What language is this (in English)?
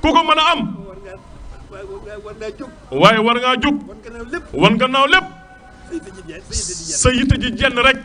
Wolof